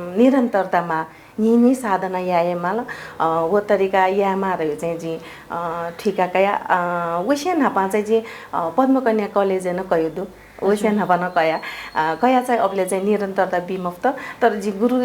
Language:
Newari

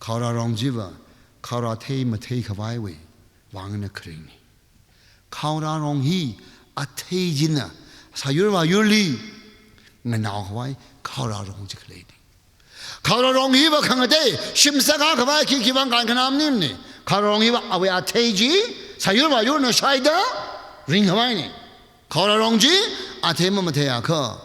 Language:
Tangkhul Naga (India)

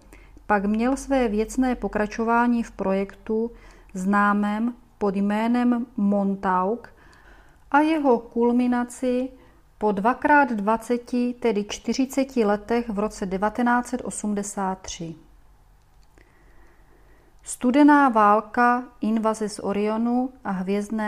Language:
Czech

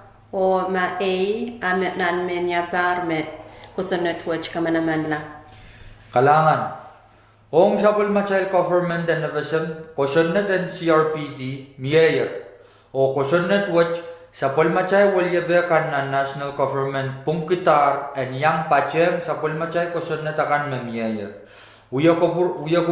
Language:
Pohnpeian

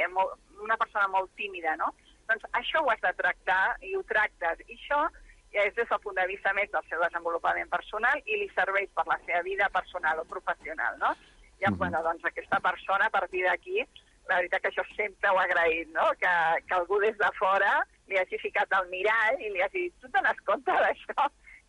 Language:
Catalan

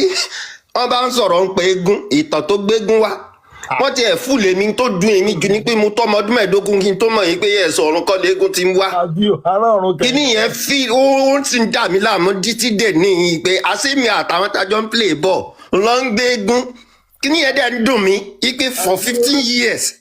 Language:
Yoruba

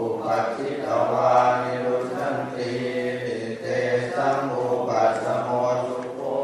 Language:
Pali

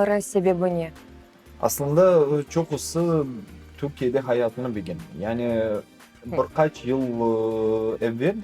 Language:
Crimean Tatar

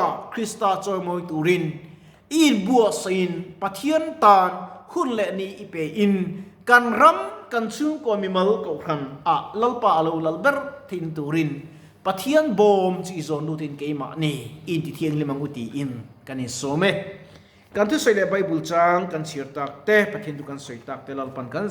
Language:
Mizo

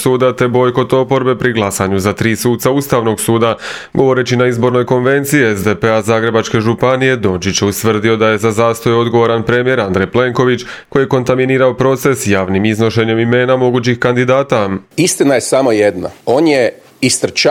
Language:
Croatian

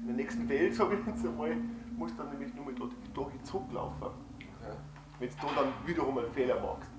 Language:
Bavarian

